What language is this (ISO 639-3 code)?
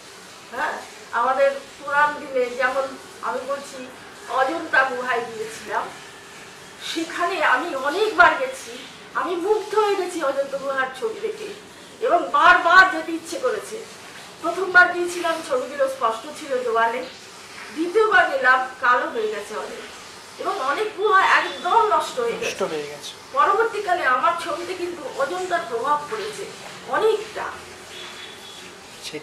ben